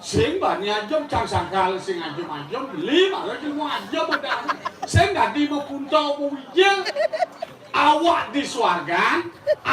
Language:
Balinese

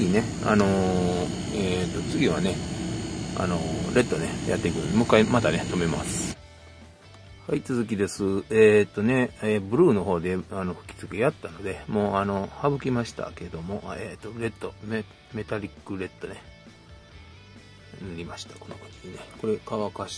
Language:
Japanese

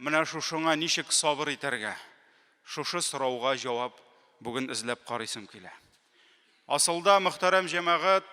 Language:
Tatar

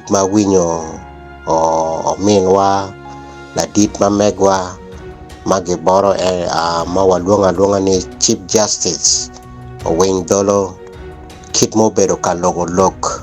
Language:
Acoli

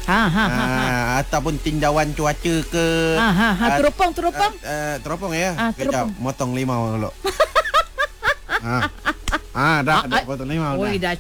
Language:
Malay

